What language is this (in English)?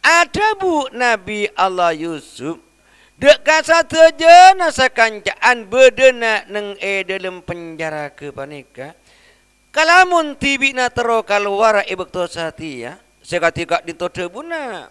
Madurese